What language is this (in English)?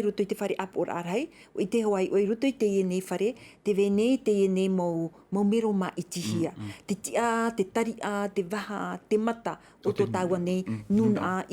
Tahitian